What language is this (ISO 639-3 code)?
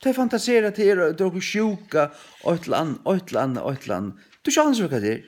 fao